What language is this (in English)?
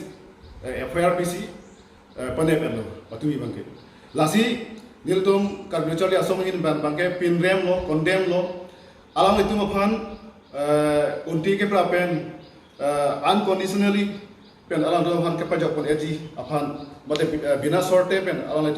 Karbi